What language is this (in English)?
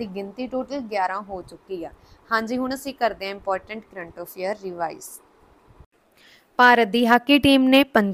Punjabi